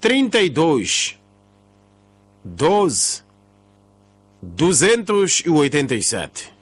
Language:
Tsonga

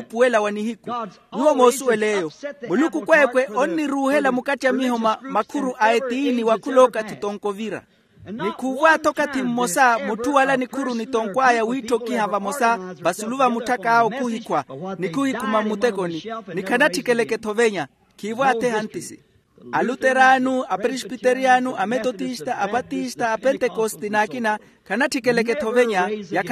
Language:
Makhuwa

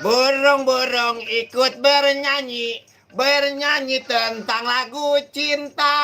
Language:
Betawi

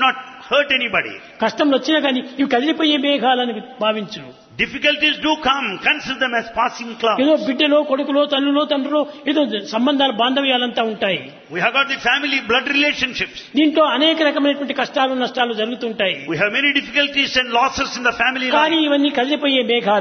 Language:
Telugu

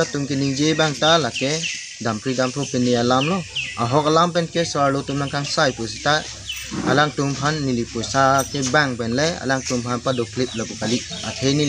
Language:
Karbi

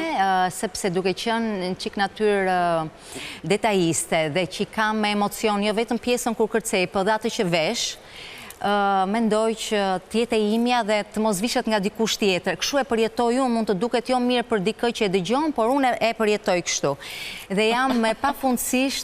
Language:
Albanian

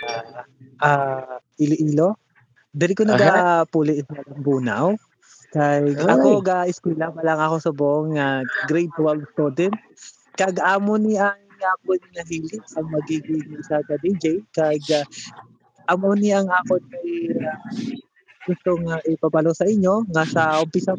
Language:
Hiligaynon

